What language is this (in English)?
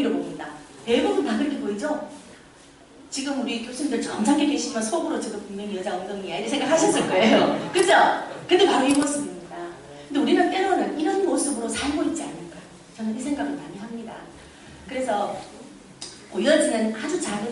Korean